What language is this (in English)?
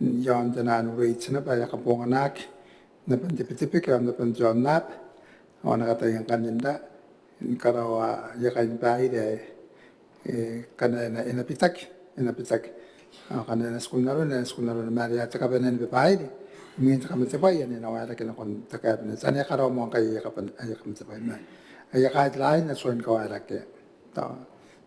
Gilbertese